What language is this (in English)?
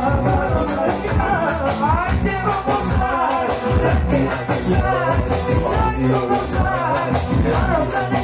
Turkish